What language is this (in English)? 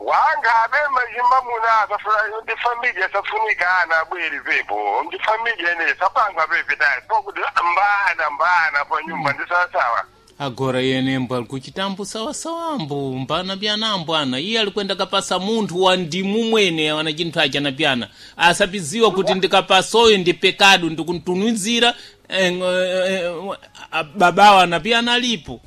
Sena